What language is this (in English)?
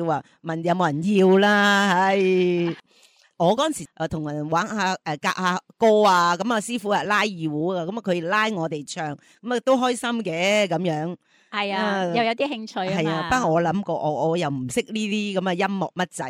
Cantonese